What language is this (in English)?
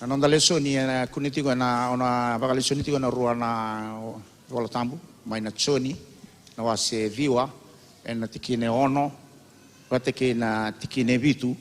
Fijian